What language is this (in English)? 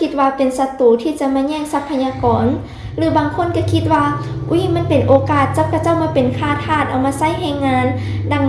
Lao